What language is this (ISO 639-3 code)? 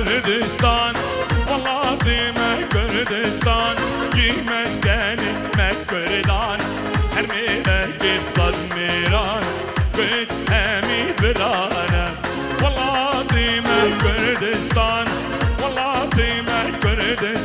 kur